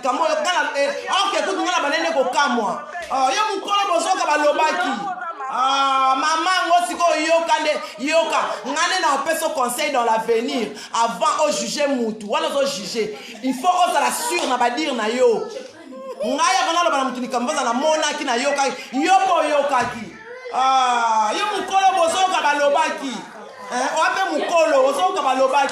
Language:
Lingala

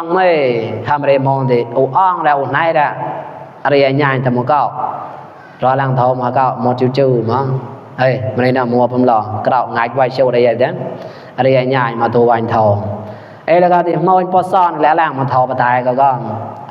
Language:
Mon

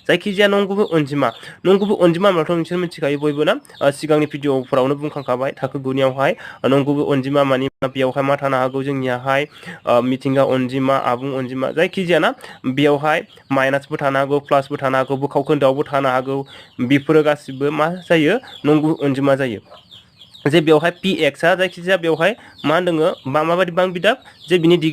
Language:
Bodo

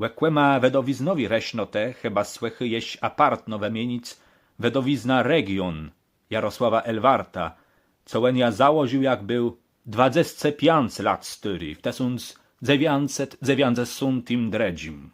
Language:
Kashubian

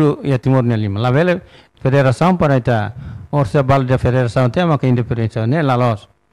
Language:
Tetum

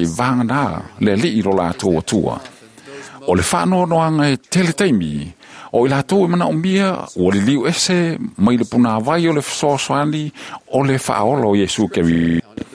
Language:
Samoan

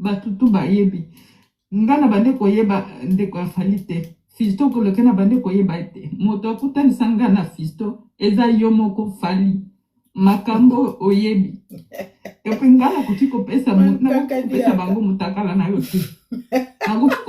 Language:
Lingala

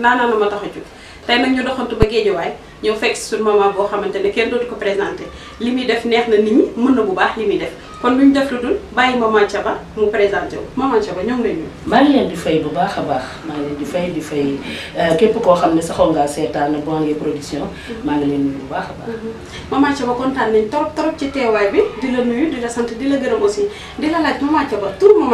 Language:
Wolof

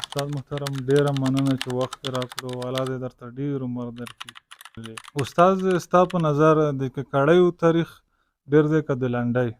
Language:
Pashto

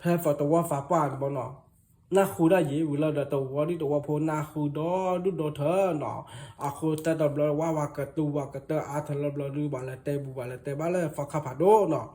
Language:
S'gaw Karen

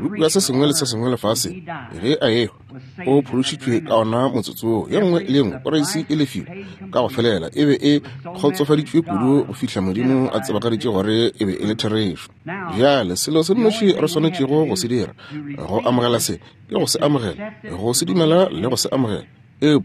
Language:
Northern Sotho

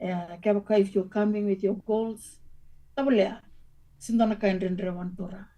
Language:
Fijian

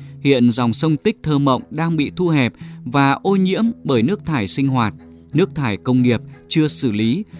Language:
Vietnamese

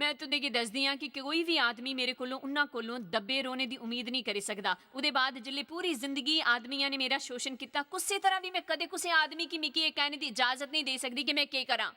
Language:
Dogri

